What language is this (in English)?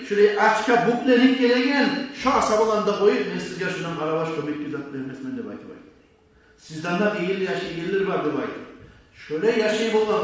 Kumyk